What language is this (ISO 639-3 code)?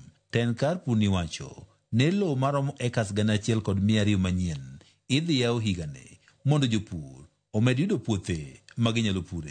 luo